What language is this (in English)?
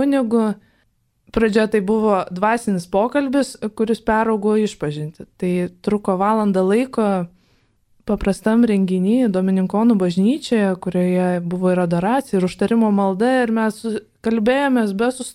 Lithuanian